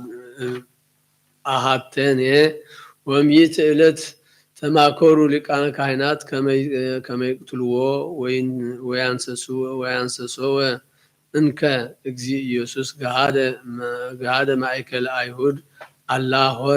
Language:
Geez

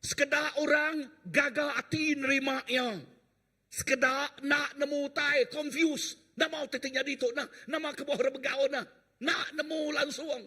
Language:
Iban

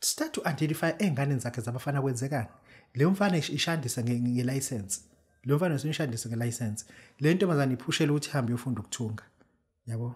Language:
Zulu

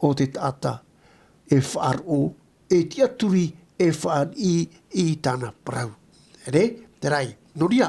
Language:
Tahitian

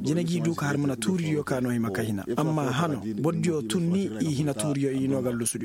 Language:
Koyraboro Senni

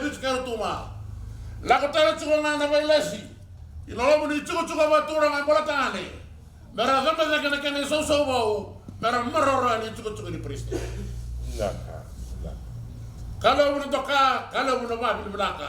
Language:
Fijian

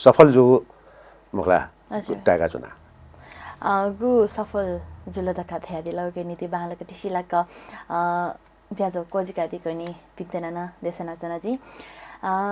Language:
Newari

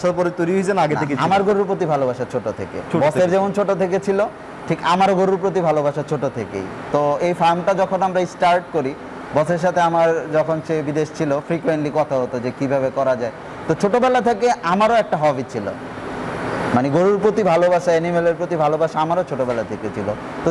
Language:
Bangla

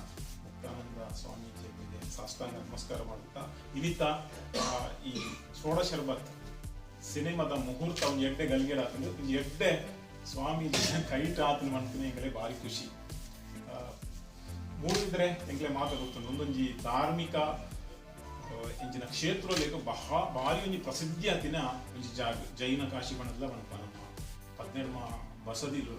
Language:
Tulu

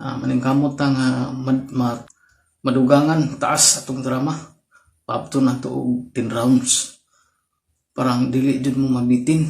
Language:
Cebuano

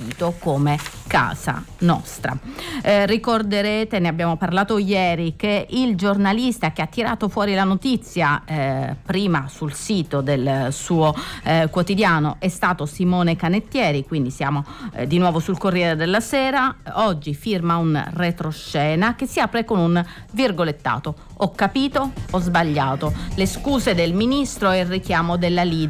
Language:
Italian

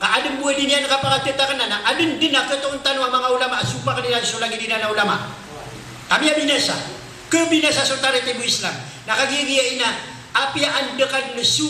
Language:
Maranao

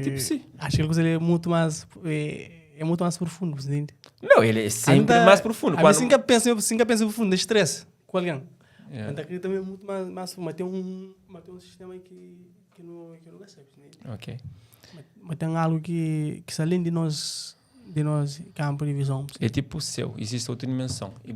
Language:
Kabuverdianu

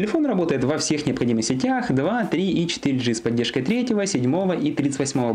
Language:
Russian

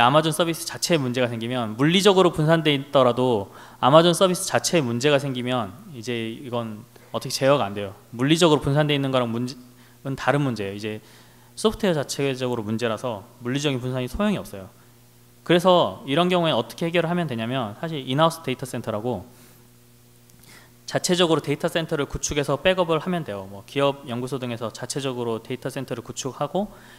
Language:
Korean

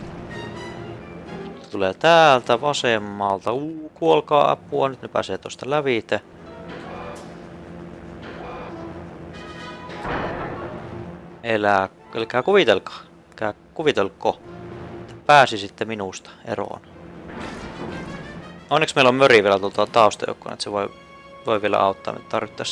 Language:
Finnish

